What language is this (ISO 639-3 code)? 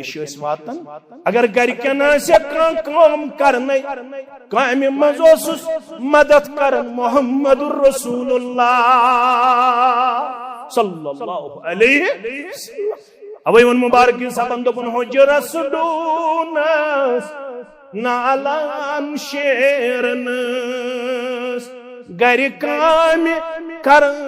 kas